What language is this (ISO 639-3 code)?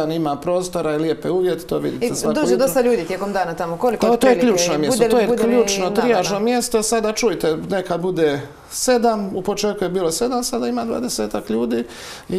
hrv